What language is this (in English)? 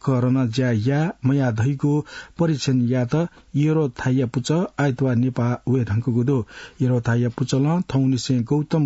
Newari